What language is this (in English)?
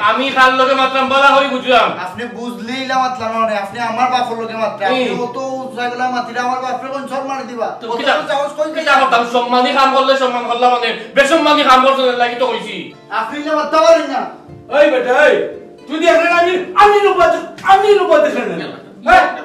Sylheti